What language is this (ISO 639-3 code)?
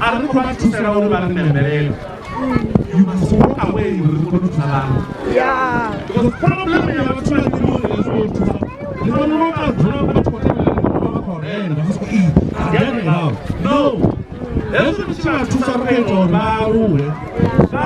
ven